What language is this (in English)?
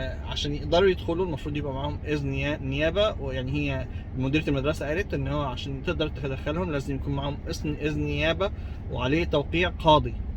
Egyptian Arabic